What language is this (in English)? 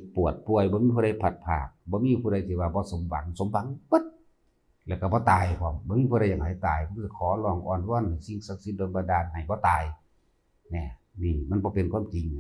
Northeastern Thai